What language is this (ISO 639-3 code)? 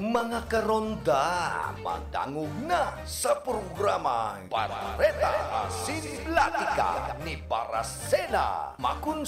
bik